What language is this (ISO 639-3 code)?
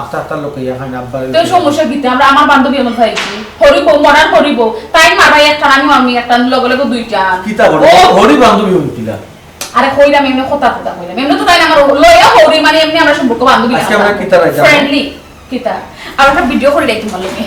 syl